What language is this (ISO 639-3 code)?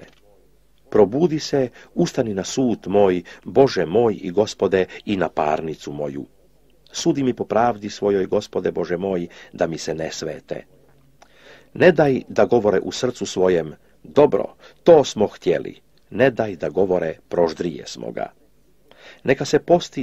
hrv